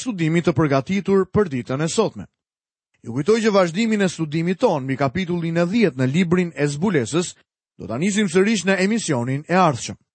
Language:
Albanian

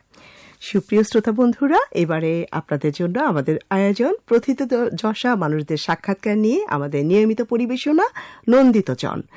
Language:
Bangla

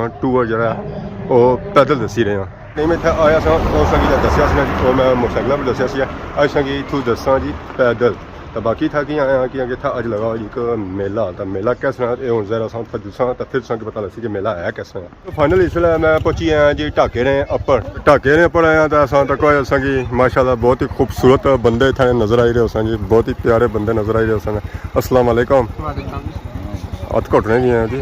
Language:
Pahari-Potwari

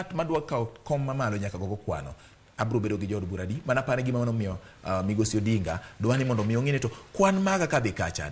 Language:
Luo (Kenya and Tanzania)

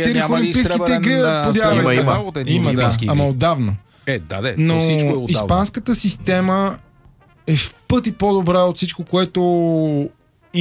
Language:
Bulgarian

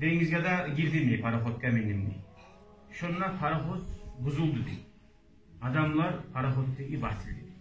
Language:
Kumyk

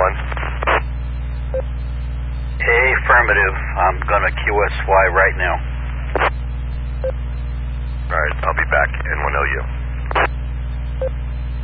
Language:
English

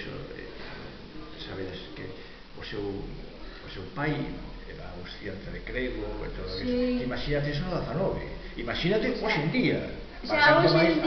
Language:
Galician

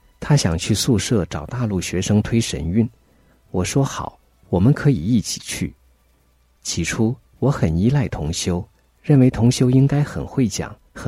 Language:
Chinese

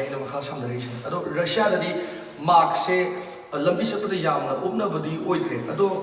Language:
Manipuri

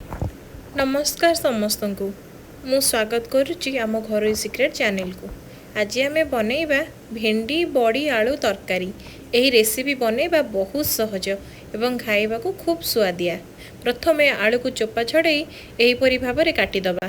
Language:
Odia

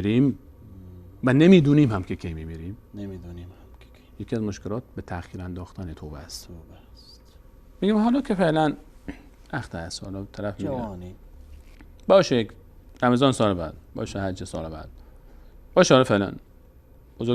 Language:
Persian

